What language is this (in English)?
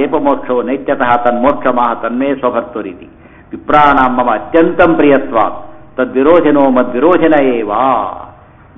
Kannada